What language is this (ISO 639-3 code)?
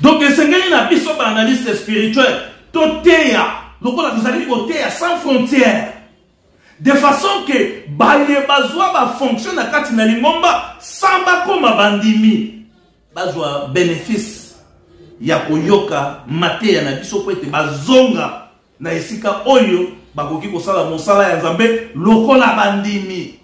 lin